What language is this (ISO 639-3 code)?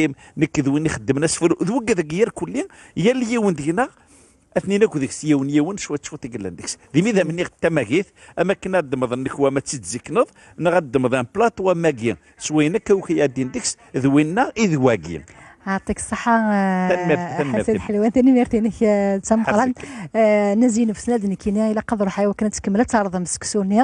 kab